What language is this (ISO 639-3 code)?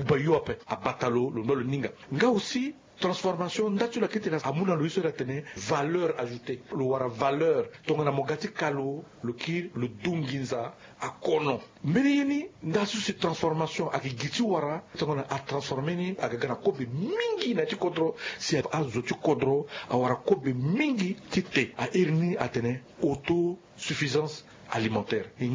sag